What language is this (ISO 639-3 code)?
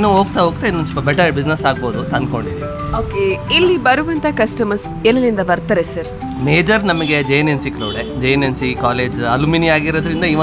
kan